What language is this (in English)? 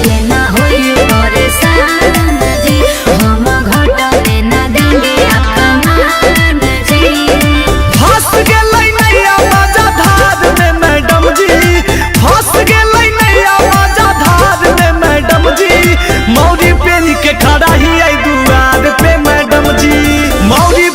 Magahi